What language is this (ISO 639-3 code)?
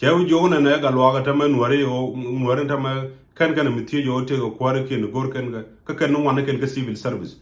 nus